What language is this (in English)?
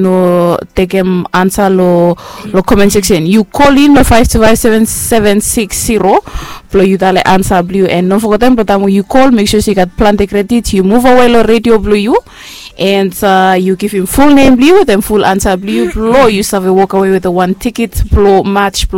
Bislama